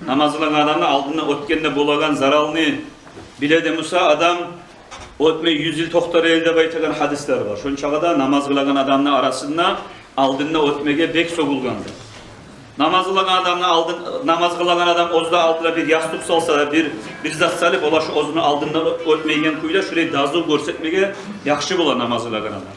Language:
Kumyk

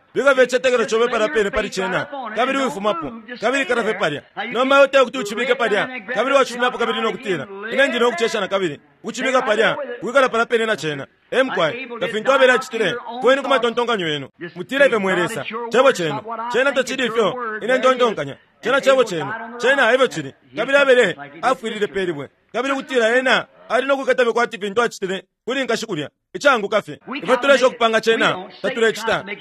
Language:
Bemba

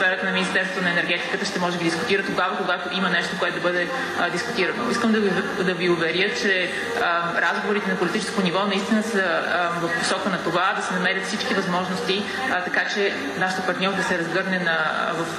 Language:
Bulgarian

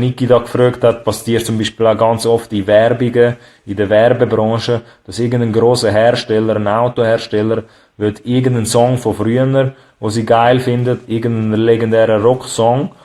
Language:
Swiss German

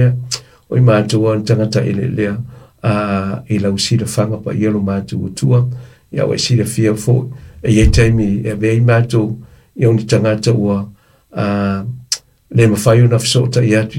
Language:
Samoan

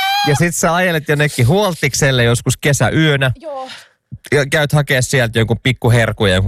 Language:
Finnish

